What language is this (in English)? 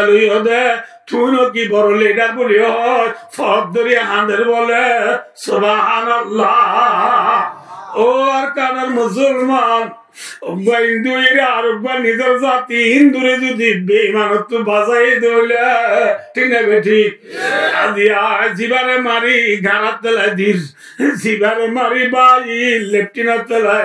Rohingya